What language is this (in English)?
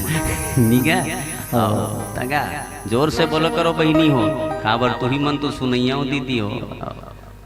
Chhattisgarhi